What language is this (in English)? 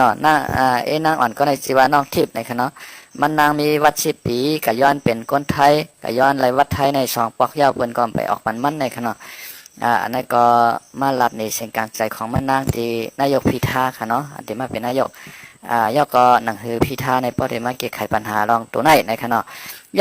Shan